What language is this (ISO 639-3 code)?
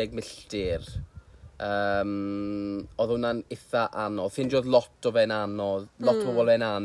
cym